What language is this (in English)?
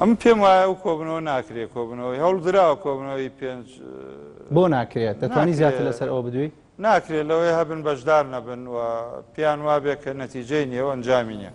Central Kurdish